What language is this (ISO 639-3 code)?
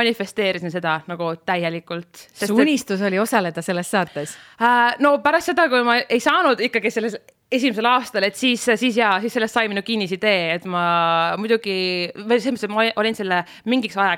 est